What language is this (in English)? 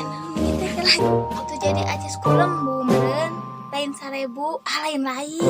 Sundanese